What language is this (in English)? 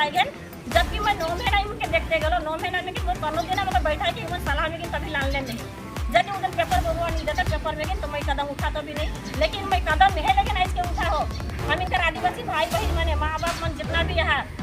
Sadri